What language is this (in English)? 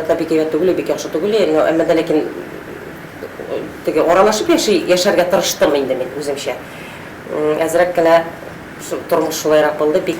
Tatar